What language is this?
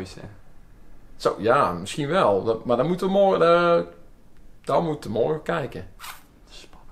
Dutch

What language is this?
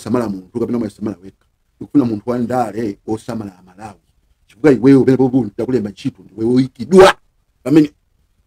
Nyanja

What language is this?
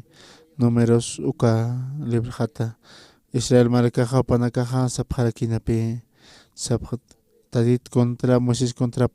Aymara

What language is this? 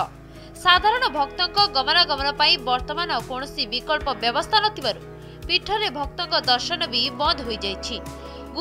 Odia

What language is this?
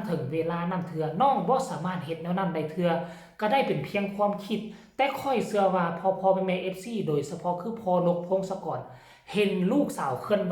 Northeastern Thai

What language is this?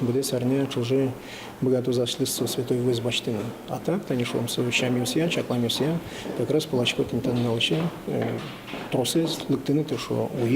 Udmurt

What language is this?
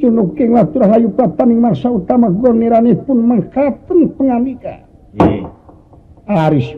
Sundanese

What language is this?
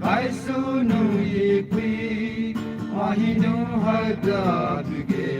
Poumei Naga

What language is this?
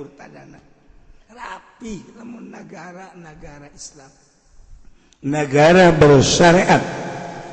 Sundanese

